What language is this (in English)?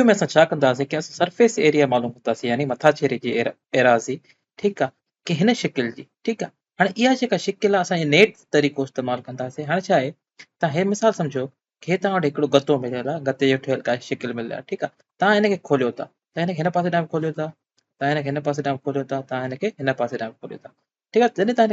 Sindhi